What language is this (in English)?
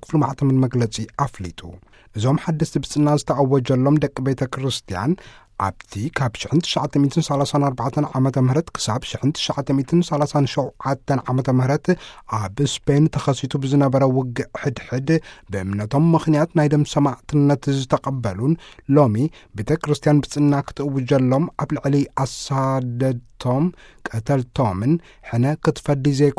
Tigrinya